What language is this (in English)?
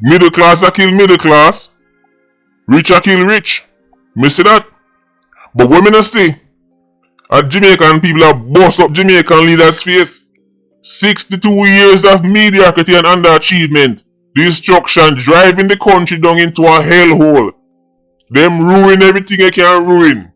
Jamaican Creole English